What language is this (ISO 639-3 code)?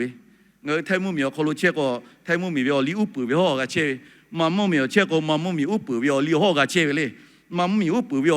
lhu